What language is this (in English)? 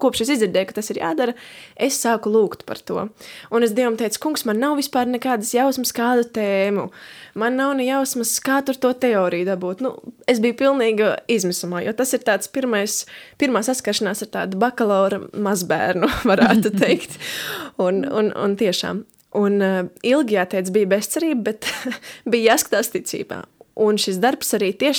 Latvian